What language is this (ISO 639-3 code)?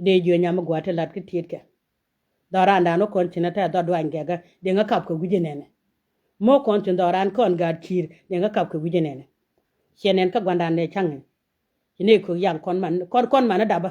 nus